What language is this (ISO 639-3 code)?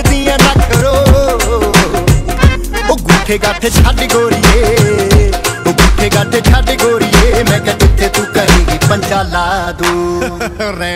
pan